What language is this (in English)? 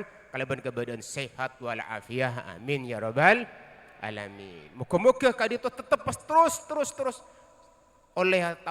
Madurese